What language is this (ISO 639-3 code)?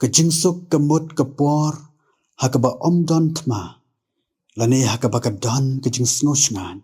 kha